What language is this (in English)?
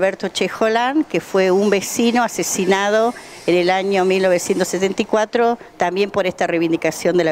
Spanish